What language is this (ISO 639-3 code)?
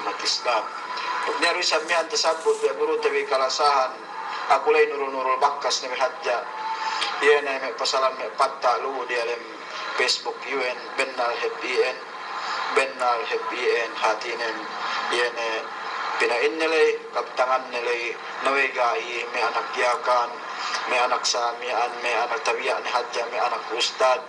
yka